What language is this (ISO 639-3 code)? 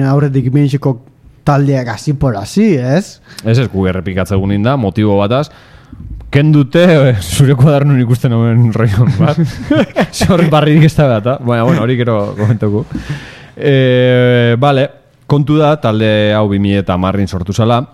eus